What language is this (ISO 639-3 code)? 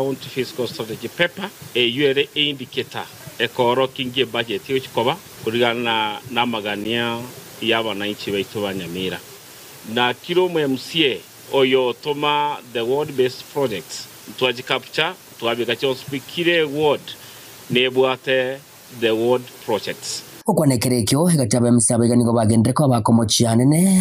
guz